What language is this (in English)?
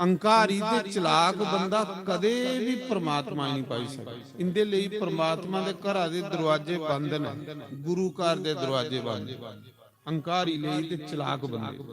Dogri